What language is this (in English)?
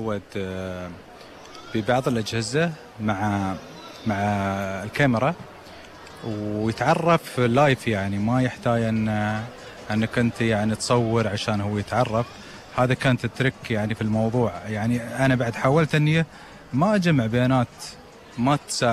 Gulf Arabic